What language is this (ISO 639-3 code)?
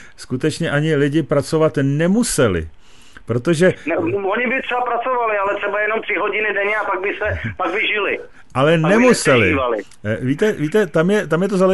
ces